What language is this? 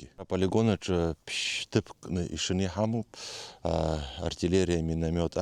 Abkhazian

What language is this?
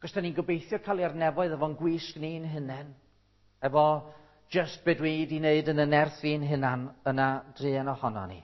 Welsh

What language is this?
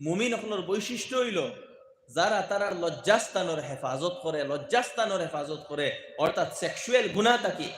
Sylheti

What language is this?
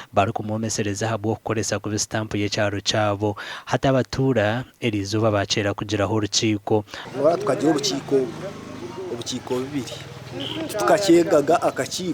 Nyankole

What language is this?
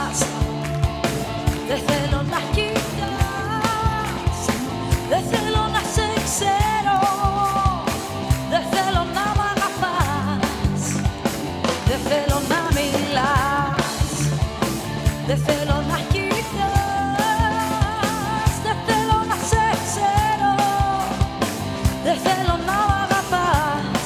Greek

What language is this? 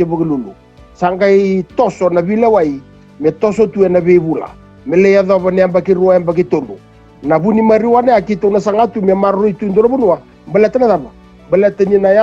Fijian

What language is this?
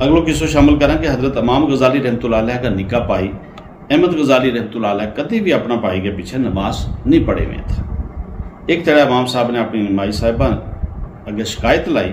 Gujari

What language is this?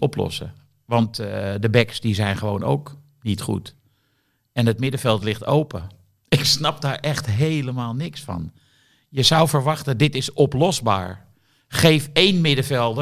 Dutch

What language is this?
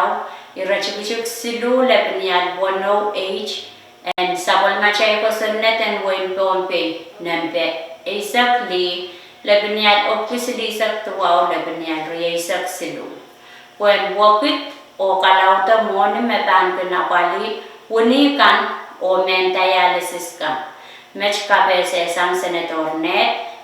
Pohnpeian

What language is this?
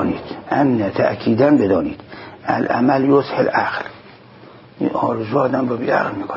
Persian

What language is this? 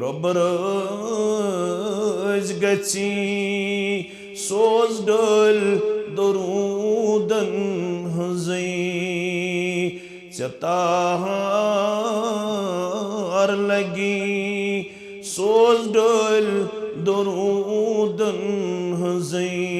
Kashmiri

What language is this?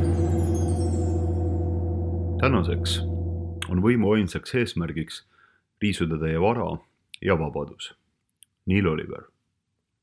Estonian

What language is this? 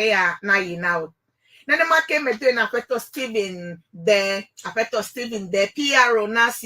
Ewe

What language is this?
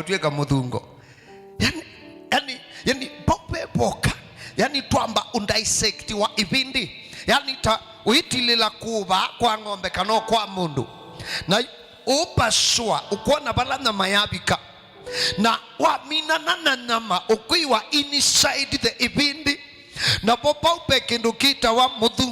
Kamba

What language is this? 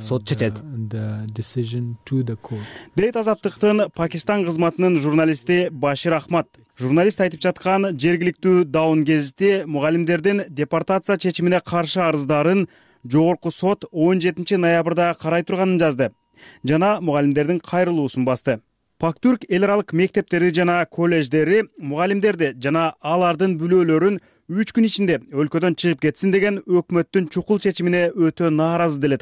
Kyrgyz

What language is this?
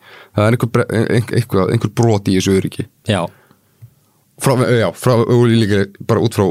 Icelandic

